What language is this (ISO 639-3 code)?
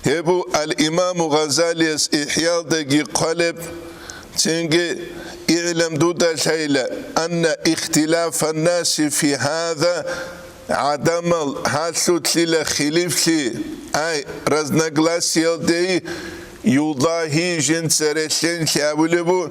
ava